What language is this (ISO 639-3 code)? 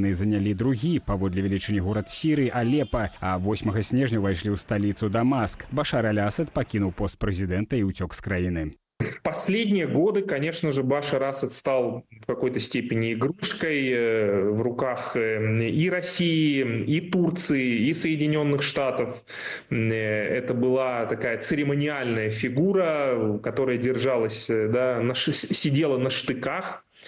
bel